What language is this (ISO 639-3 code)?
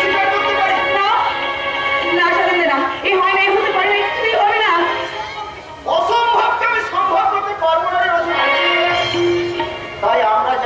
ben